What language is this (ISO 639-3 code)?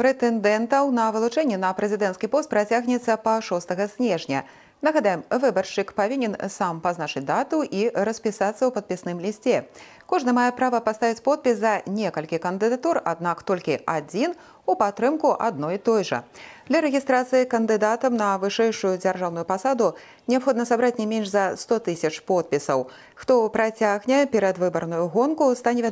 bel